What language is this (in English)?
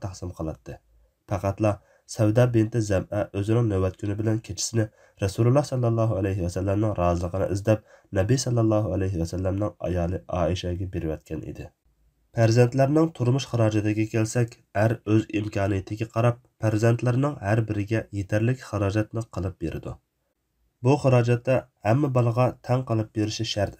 Uyghur